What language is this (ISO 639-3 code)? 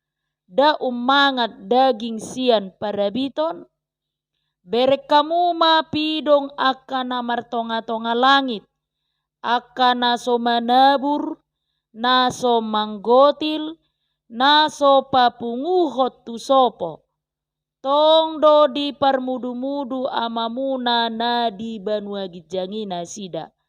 bbc